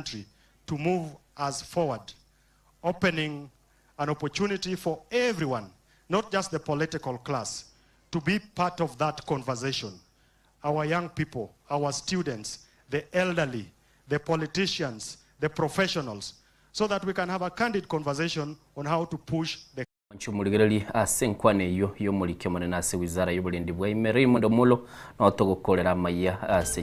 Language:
Gusii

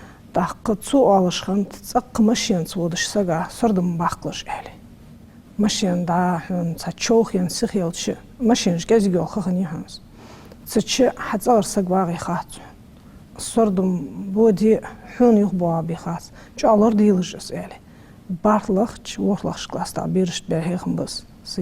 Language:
Ingush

